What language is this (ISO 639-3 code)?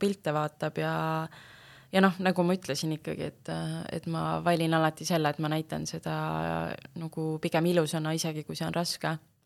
est